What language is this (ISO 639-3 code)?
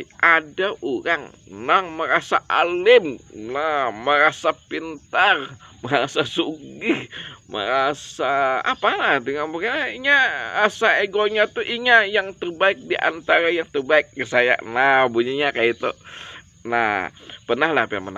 bjn